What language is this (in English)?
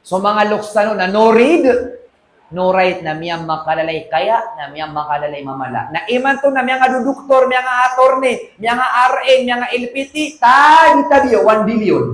Maranao